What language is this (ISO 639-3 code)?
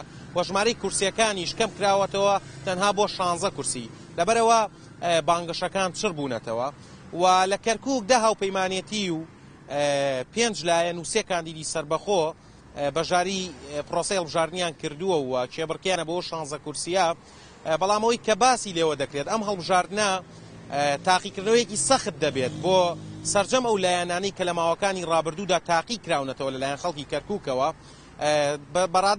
ckb